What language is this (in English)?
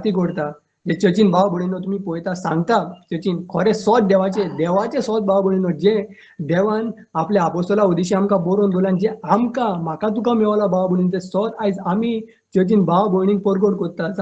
Konkani